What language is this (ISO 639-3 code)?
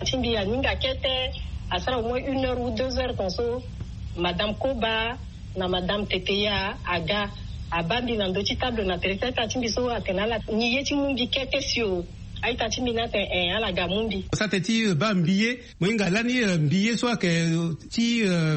sag